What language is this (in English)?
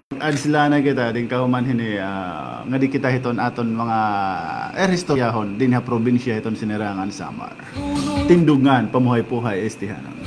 Waray